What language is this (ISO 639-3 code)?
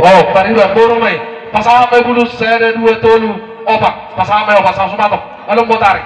bbc